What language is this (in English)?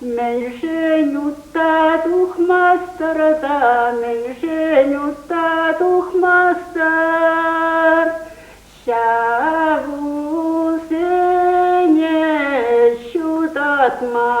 Chuvash